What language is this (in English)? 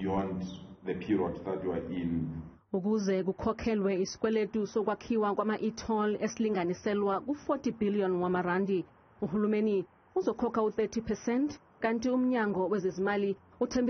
Zulu